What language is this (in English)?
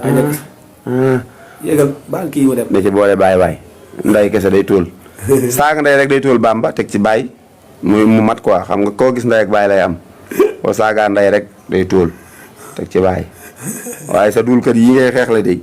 Wolof